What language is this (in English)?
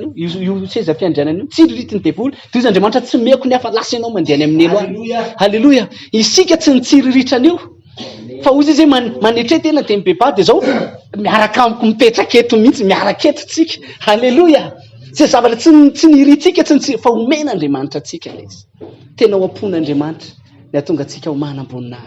Malagasy